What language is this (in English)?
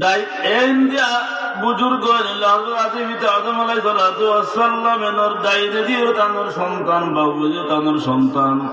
Sylheti